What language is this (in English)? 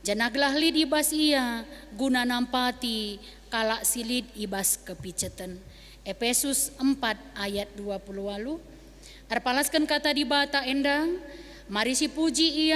Batak Karo